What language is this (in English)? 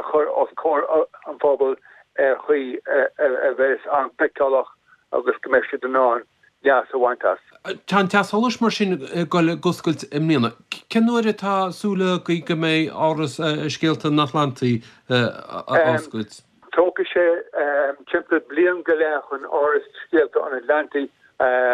Irish